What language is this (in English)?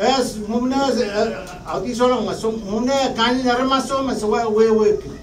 Pohnpeian